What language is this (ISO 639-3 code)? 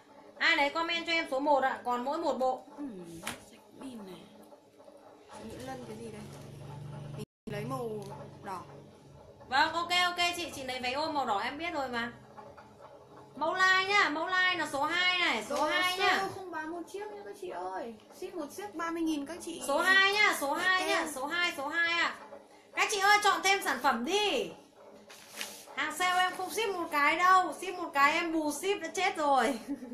vie